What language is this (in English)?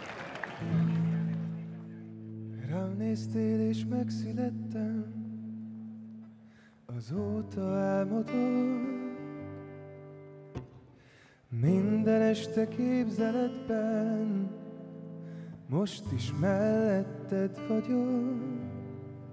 Hungarian